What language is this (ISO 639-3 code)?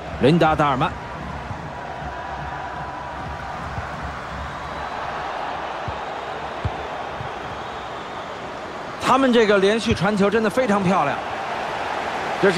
zho